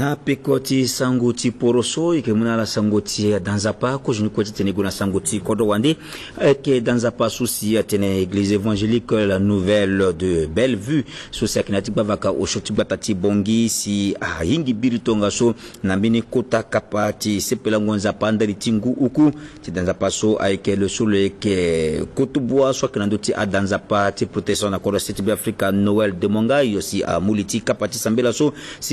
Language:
Sango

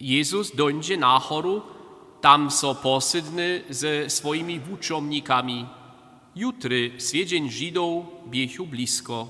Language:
Upper Sorbian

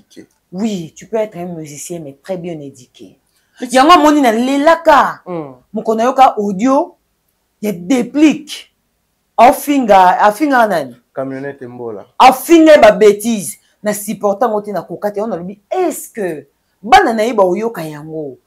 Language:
Lingala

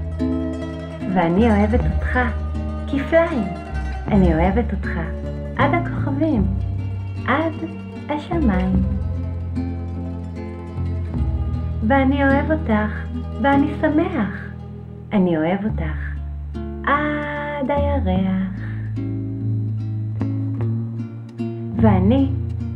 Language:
Hebrew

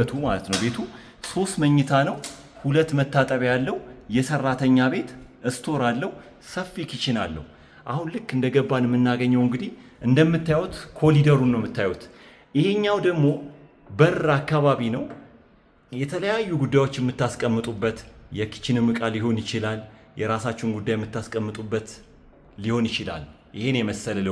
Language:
Amharic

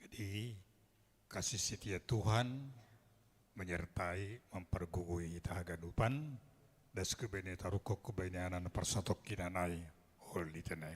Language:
Batak Simalungun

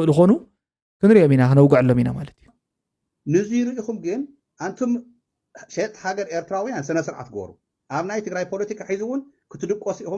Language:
Tigrinya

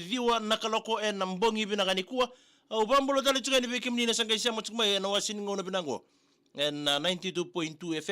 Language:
Fijian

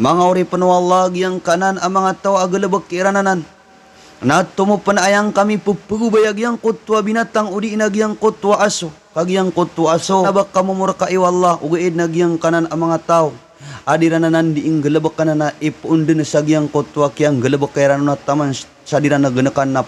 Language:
Maranao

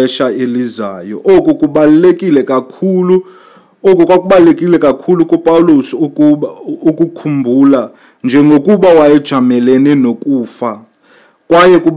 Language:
Xhosa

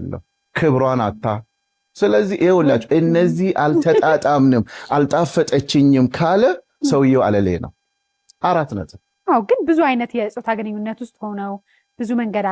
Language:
Amharic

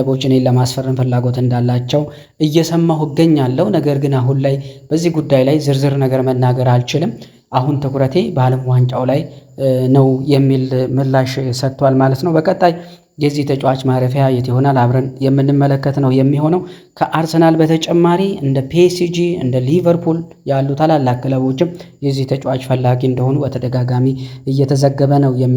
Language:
Amharic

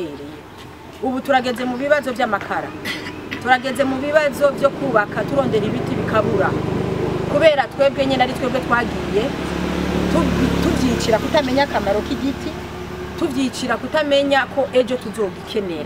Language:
Rundi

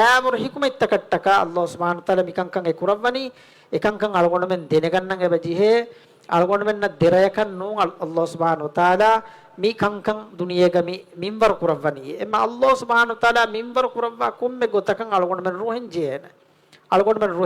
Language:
Divehi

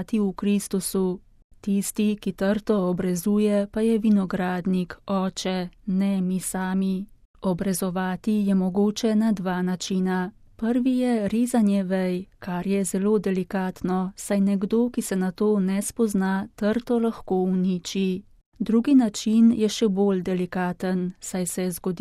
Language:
Slovenian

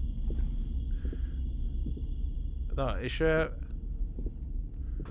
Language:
Hungarian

